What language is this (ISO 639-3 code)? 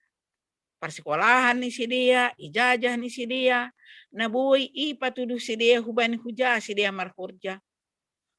bts